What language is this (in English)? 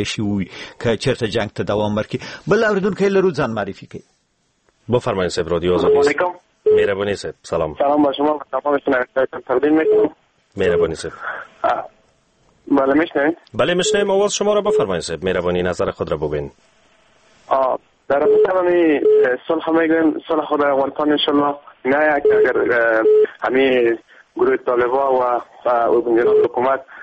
Persian